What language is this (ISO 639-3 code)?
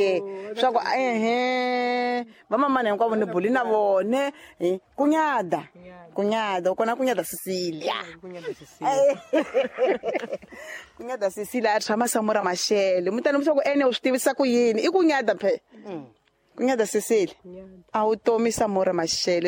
tso